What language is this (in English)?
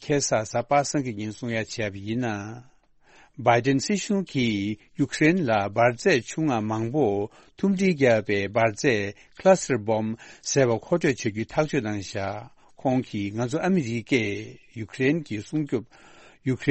Tibetan